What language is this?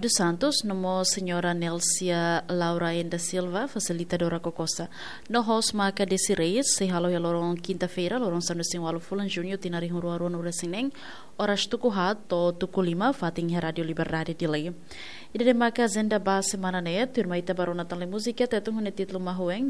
Tetum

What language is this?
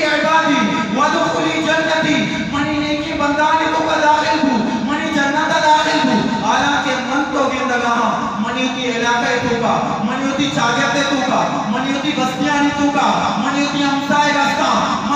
Eastern Balochi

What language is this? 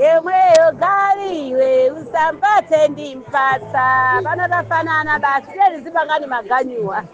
Nyanja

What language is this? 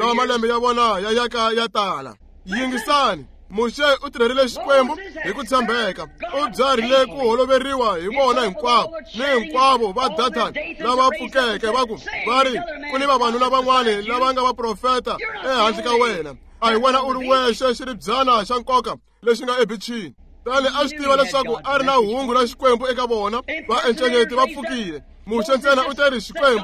Tsonga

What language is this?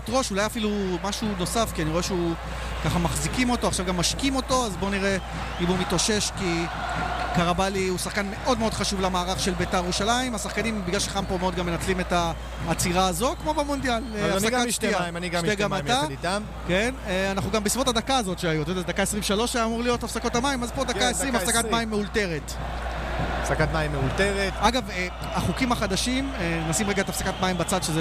Hebrew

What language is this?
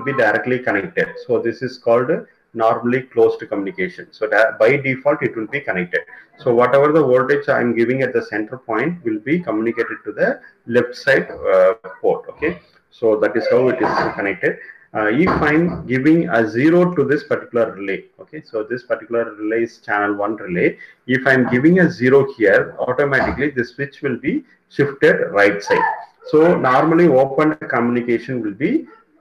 English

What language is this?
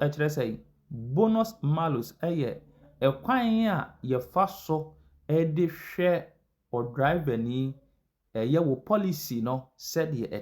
Akan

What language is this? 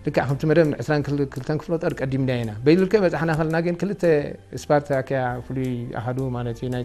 Tigrinya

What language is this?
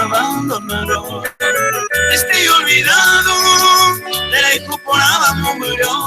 Guarani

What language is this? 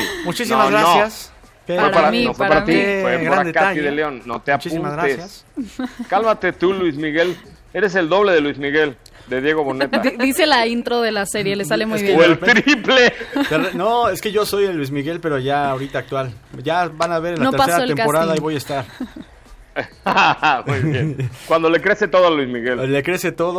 Spanish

